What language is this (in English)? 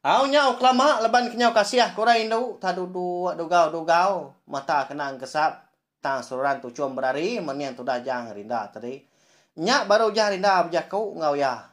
Iban